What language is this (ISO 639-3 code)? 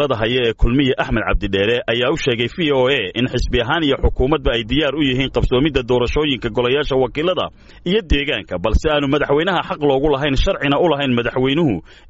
som